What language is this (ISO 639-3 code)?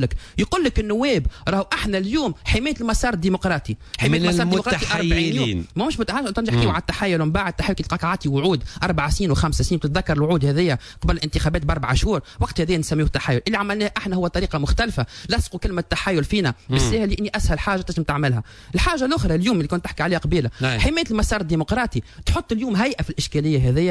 aeb